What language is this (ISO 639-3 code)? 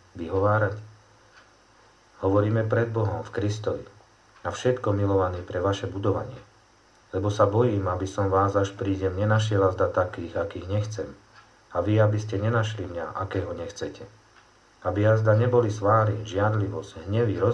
slk